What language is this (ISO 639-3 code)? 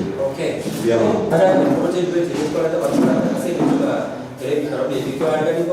guz